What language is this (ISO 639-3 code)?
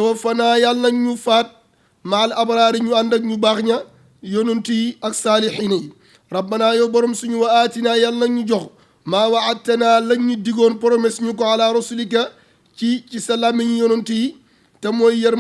wol